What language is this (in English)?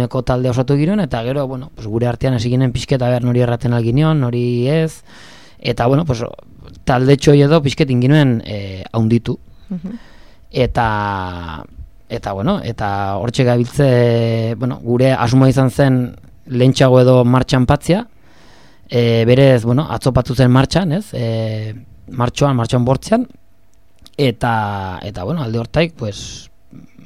Basque